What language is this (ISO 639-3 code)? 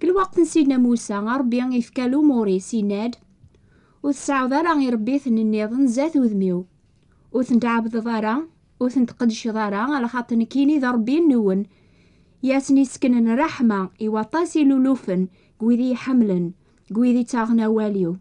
kab